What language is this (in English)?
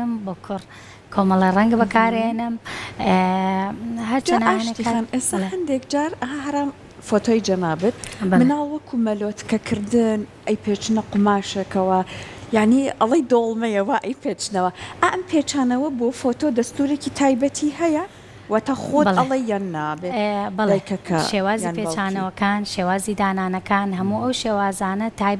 Central Kurdish